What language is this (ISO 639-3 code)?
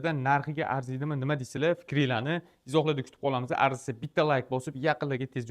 uzb